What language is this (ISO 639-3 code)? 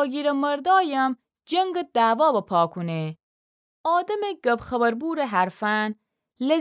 glk